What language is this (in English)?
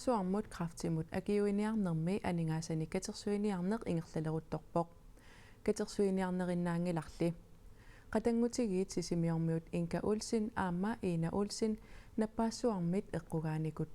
Kalaallisut